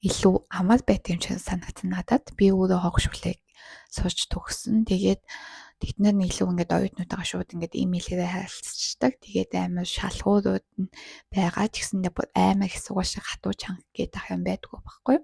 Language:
Mongolian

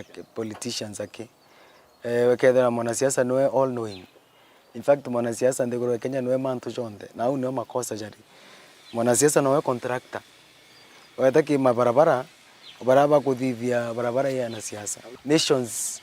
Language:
Meru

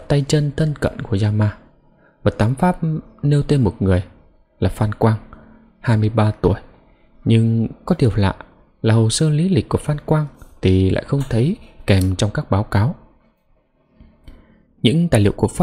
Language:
Vietnamese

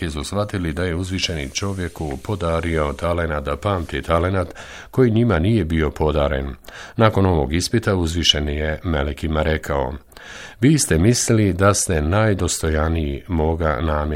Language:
Bosnian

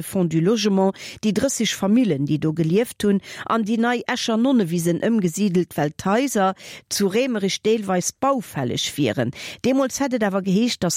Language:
Luxembourgish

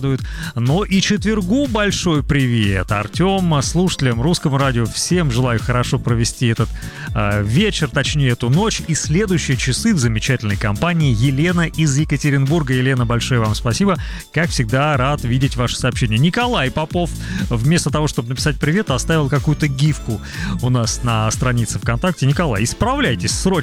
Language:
Russian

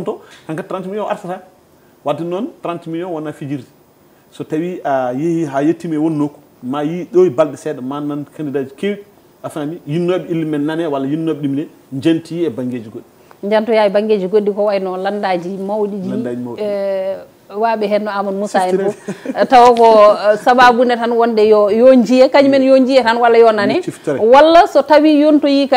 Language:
Fula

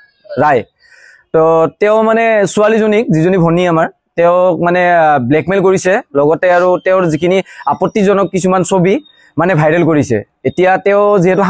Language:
Assamese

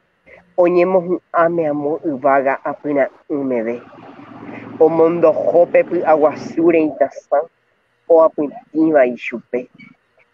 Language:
Guarani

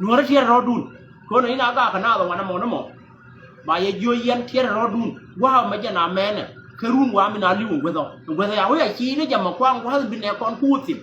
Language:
Nuer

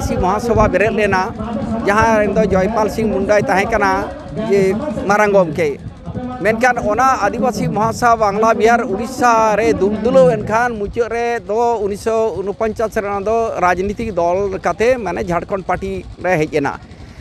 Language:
Santali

